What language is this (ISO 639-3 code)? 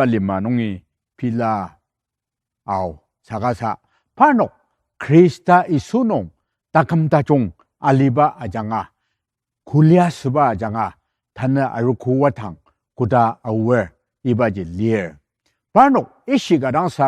njo